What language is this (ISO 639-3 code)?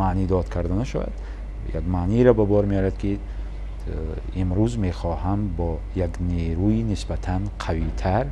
tgk